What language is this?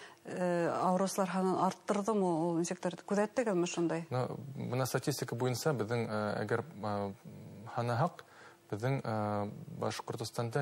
Bashkir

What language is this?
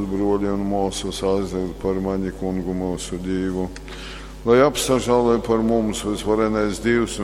Latgalian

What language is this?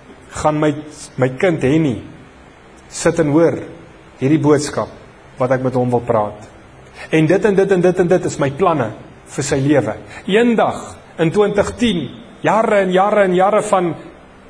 Afrikaans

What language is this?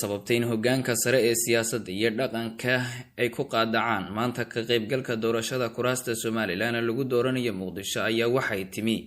Somali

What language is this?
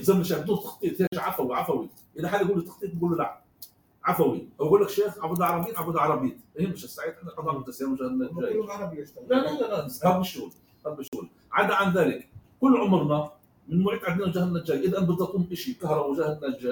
North Levantine Arabic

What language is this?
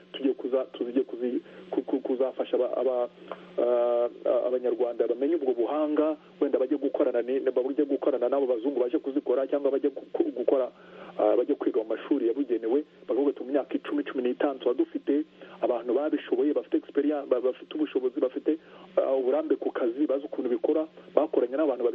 Kinyarwanda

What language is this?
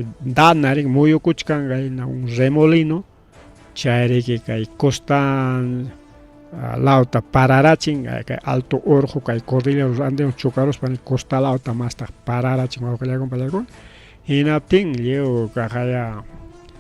Ayacucho Quechua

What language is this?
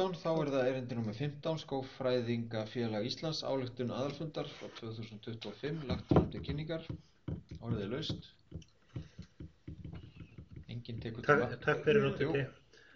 Icelandic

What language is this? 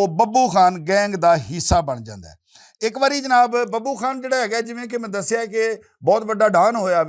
Western Panjabi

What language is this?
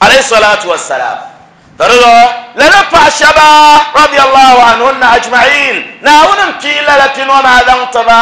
Dagbani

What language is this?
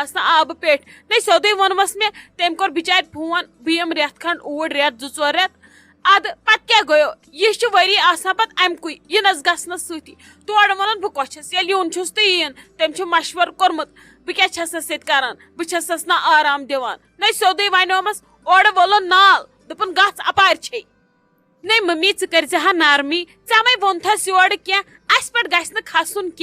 Kashmiri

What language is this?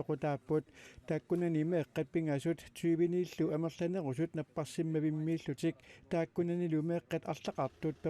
Kalaallisut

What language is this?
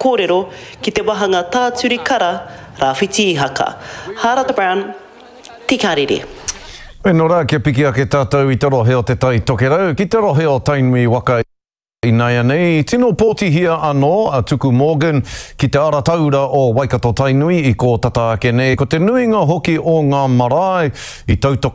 Māori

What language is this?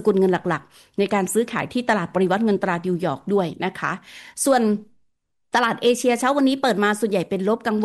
Thai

